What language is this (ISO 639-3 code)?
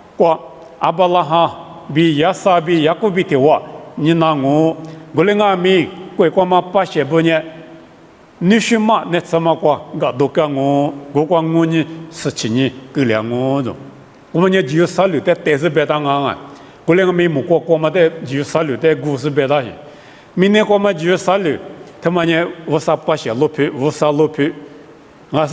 lis